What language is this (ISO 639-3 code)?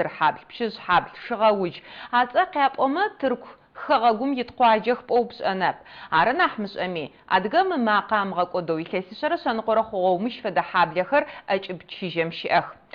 ady